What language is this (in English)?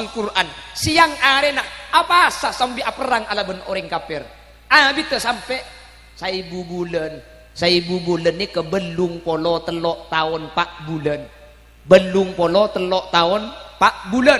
Madurese